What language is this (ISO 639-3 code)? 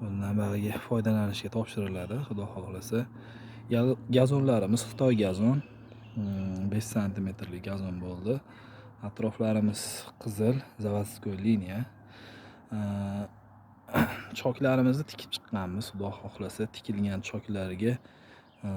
uzb